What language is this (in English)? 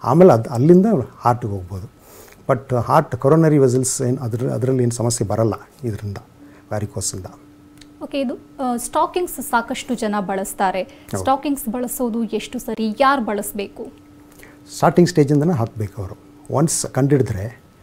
Kannada